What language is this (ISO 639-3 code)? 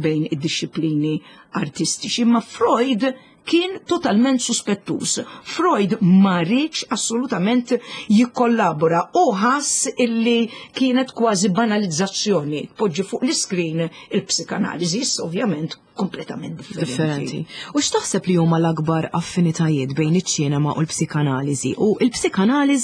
mlt